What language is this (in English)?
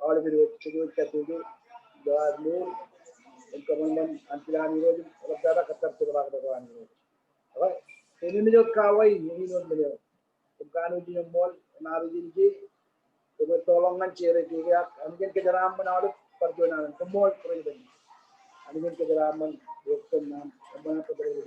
Marshallese